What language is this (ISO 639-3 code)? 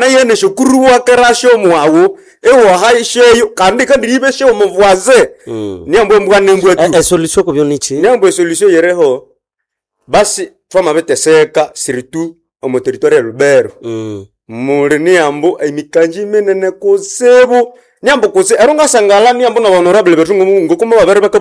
nnb